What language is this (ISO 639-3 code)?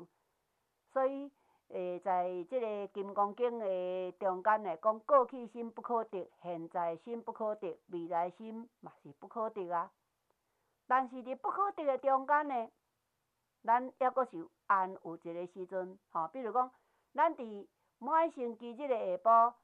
nan